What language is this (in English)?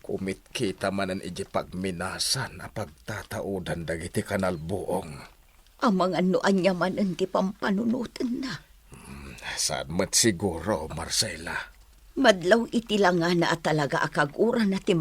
Iloko